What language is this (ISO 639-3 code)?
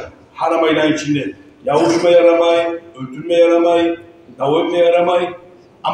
kum